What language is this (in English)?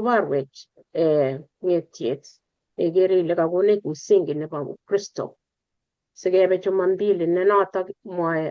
Kalenjin